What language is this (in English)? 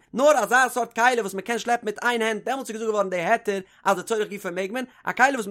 Yiddish